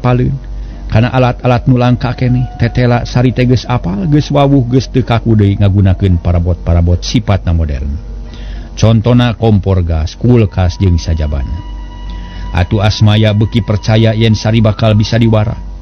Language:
Sundanese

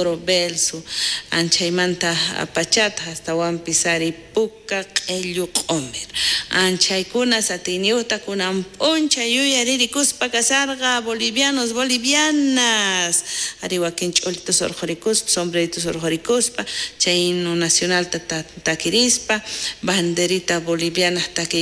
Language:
South Bolivian Quechua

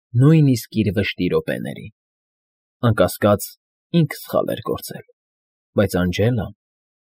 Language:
Armenian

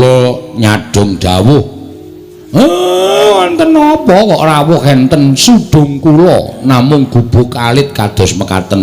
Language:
Javanese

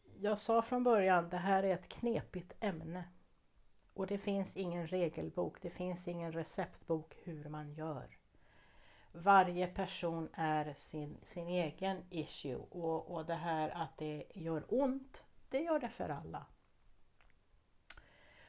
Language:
Swedish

